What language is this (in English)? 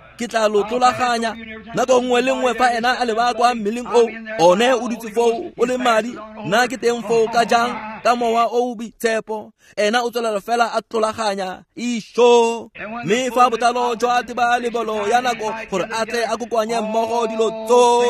Tswana